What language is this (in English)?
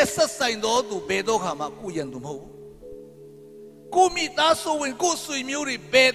Burmese